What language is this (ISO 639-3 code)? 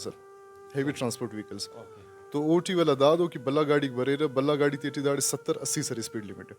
brh